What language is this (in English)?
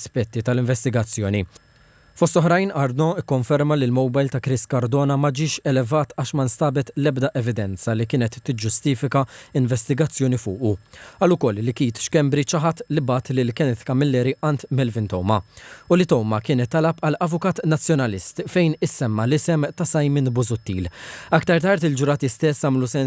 Maltese